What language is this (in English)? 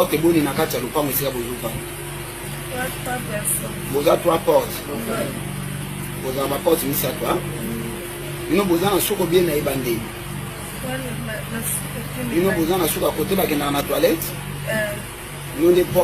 Lingala